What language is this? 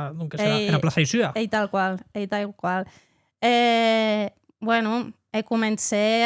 Occitan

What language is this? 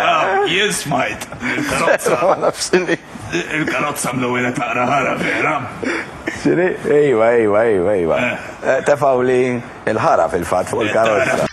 Maltese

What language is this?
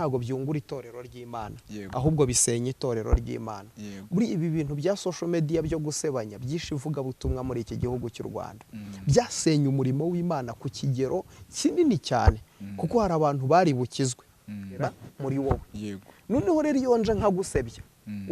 Kinyarwanda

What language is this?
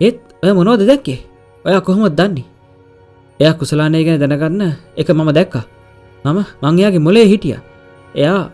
Sinhala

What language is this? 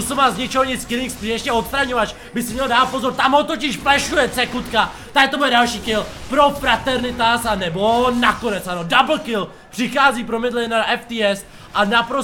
Czech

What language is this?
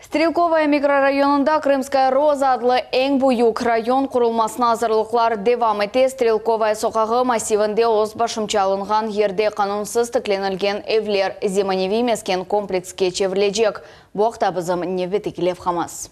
Crimean Tatar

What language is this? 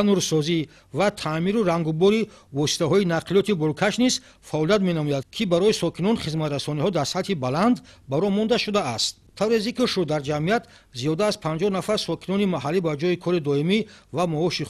Tajik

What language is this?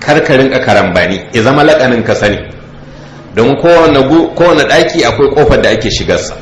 Hausa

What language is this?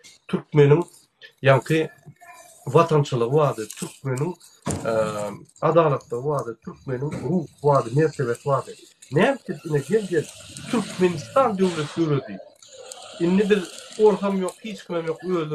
Turkmen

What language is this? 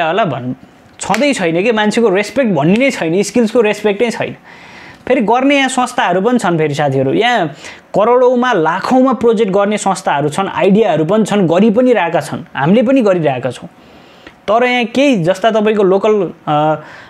Nepali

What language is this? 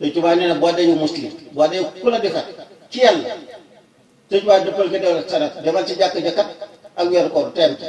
Wolof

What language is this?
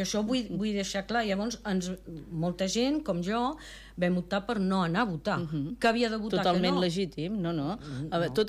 Catalan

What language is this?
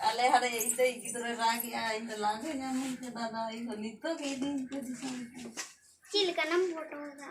Santali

